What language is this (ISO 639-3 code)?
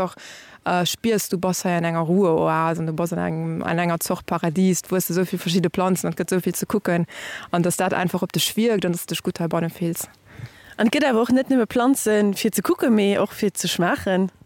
ltz